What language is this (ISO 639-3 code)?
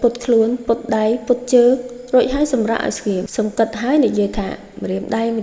khm